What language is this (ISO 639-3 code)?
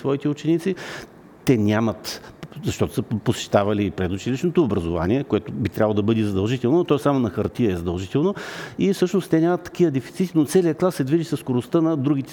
bul